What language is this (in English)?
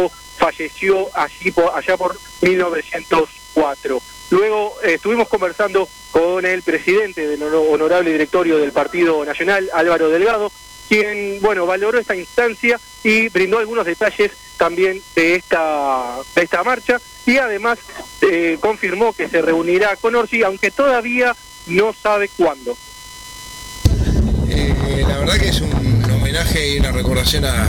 Spanish